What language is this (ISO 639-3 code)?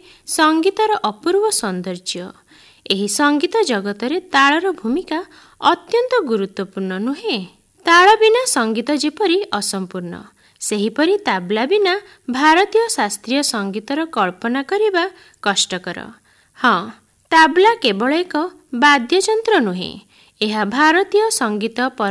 ori